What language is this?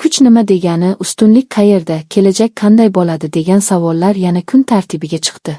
Uzbek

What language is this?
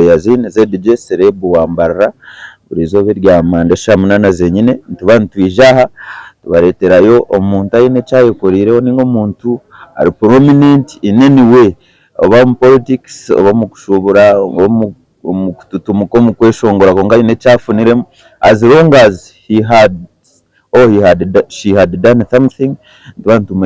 Nyankole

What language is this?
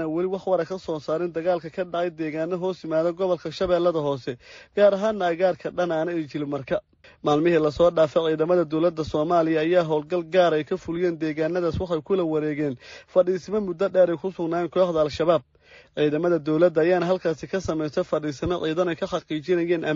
Somali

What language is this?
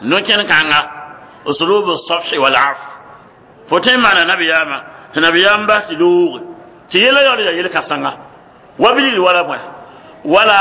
Mossi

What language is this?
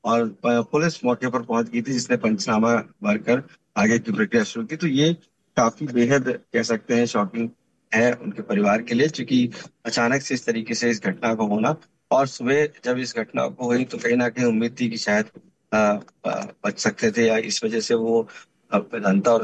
Hindi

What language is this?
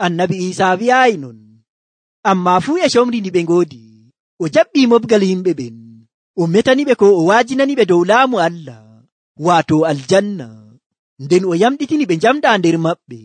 Nigerian Fulfulde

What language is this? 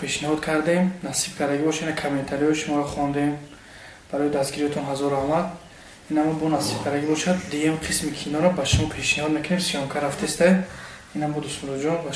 Tajik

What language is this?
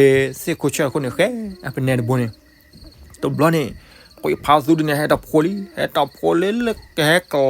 S'gaw Karen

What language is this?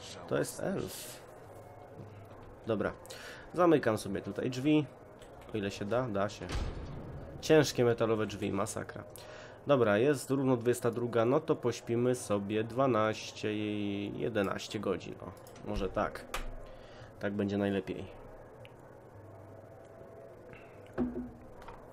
Polish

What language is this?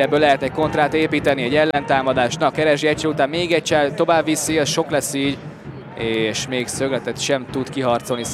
Hungarian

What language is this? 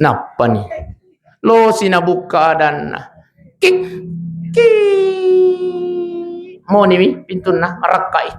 Buginese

